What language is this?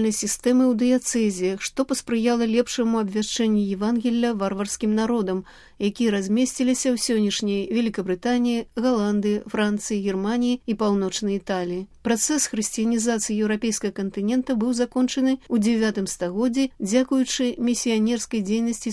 Belarusian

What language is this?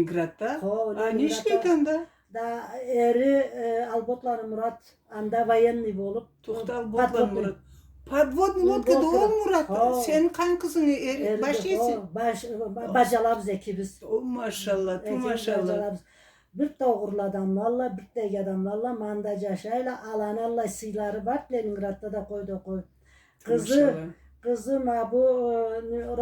Karachay-Balkar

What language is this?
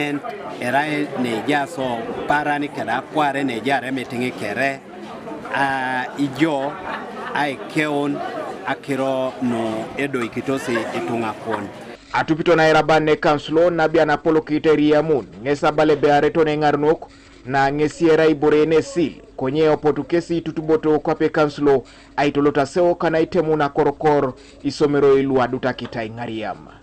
Teso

